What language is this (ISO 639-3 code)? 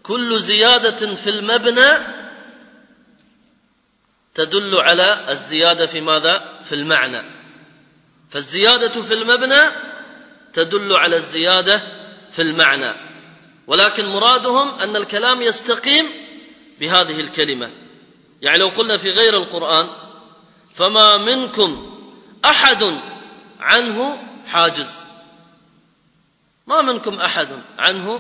ara